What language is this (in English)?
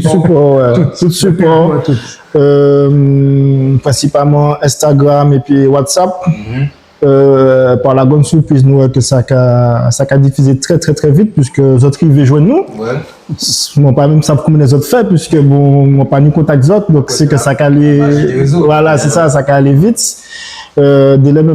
Guadeloupean Creole French